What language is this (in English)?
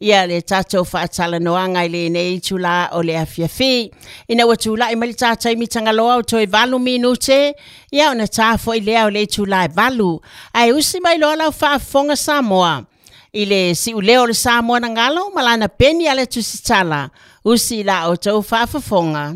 Samoan